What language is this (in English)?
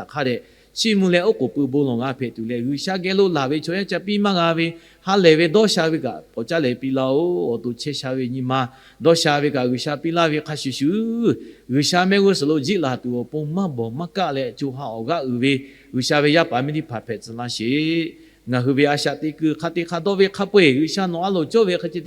Lahu